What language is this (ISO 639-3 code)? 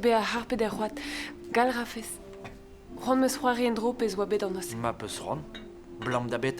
bre